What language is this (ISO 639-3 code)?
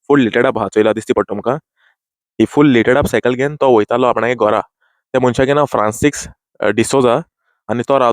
kok